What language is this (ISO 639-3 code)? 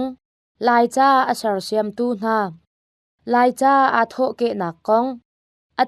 cnh